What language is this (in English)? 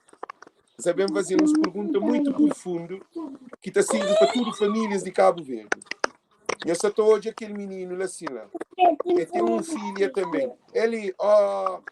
Kabuverdianu